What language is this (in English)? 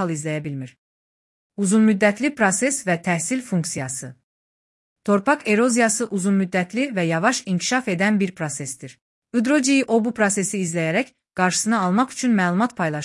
Azerbaijani